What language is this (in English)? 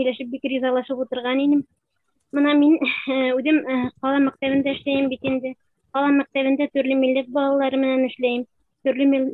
Bashkir